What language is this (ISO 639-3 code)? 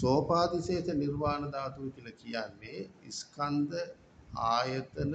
sin